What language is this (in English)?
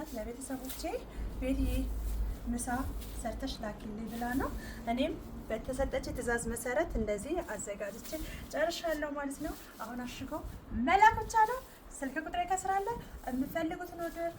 Amharic